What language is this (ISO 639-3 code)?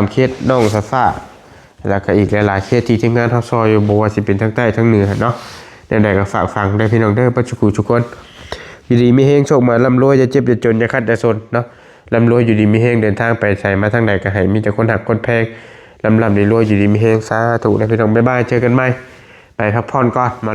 tts